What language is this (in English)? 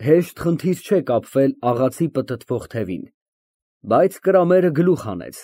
Armenian